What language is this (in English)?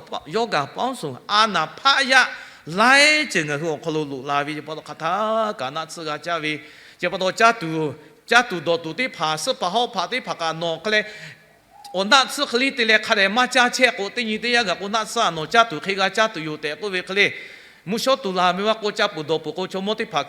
Lahu